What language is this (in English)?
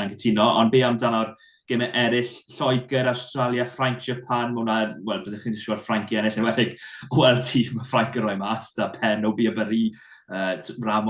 Welsh